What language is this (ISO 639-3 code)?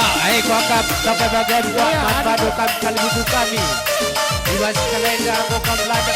btx